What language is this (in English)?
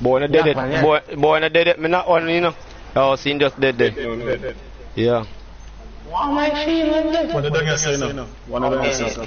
Jamaican Creole English